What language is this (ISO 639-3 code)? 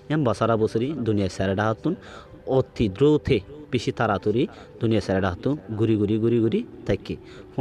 rhg